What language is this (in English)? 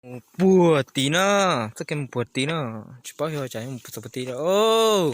Hmong